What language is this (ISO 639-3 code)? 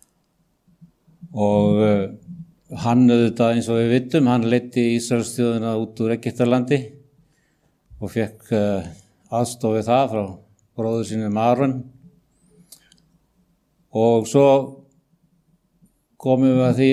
isl